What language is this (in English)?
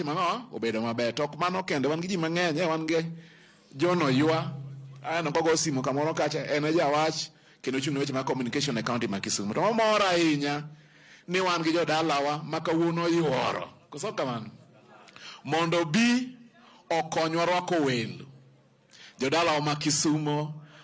Luo (Kenya and Tanzania)